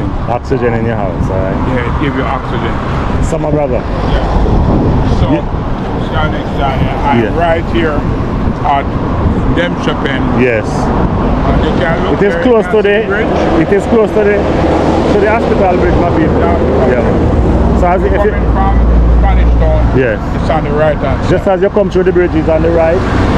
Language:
Jamaican Creole English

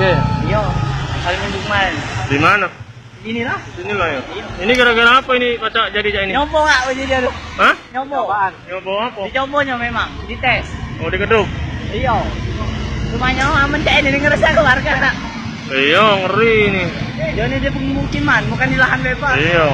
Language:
Musi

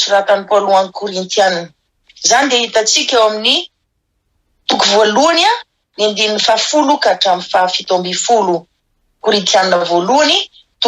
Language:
Malagasy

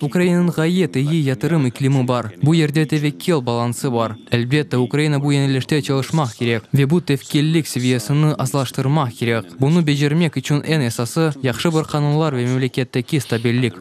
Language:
Crimean Tatar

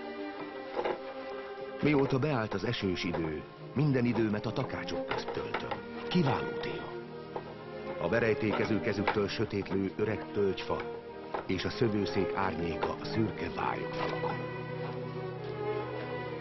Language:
Hungarian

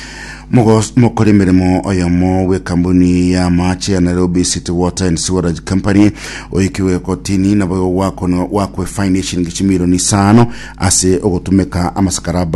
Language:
Gusii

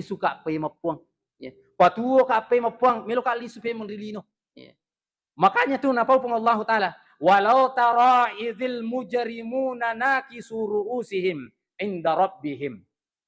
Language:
Buginese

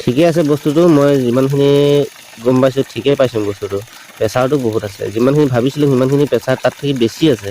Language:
Assamese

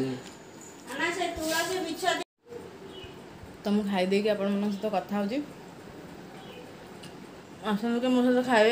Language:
Odia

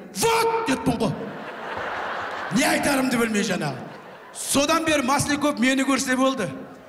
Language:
Kazakh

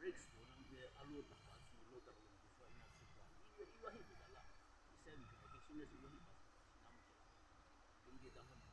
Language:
Yimchungru Naga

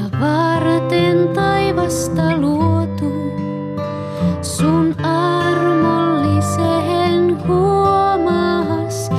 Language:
Finnish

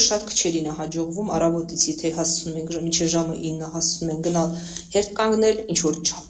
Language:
Armenian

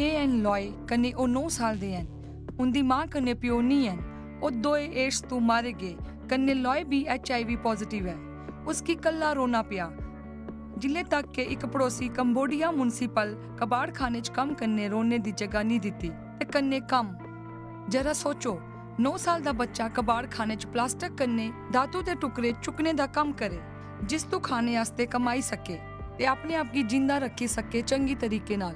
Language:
Dogri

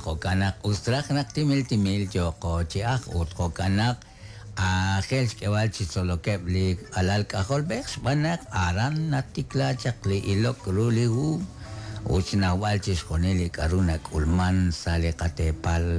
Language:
Kekchí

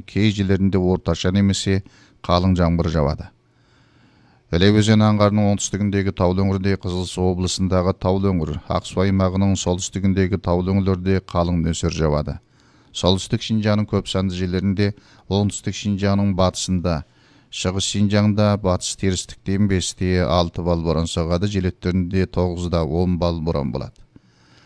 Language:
Kazakh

